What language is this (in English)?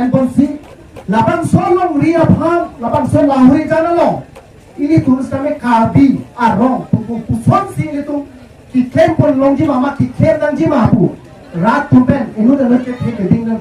Karbi